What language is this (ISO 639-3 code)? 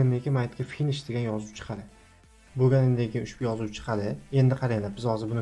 uzb